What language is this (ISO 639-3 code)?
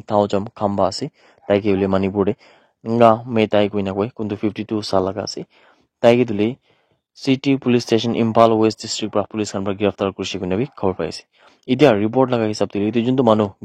nag